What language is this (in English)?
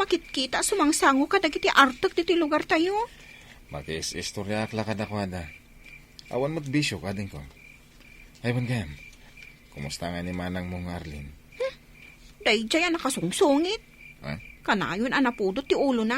Iloko